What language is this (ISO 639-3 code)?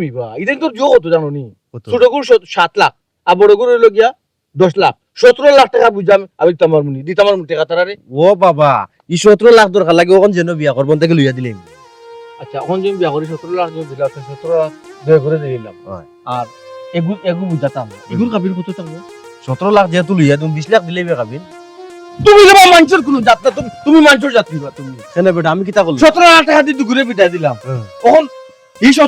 syl